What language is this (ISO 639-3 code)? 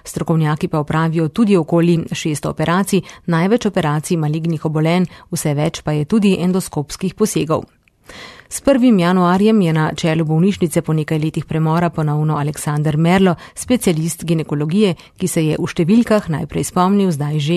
slv